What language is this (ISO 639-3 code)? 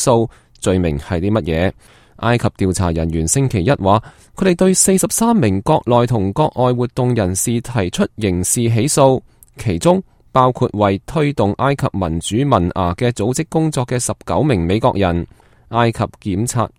yue